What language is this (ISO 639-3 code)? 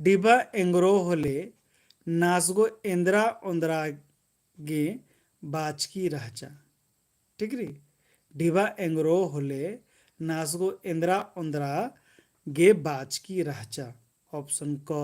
kru